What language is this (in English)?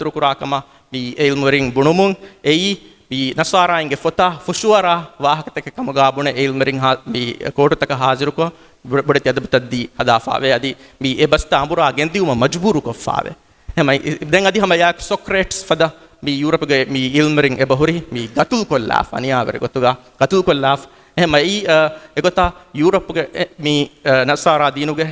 Divehi